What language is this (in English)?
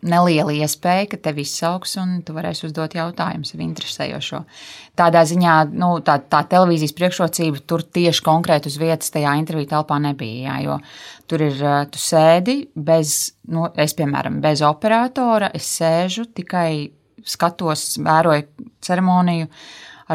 Latvian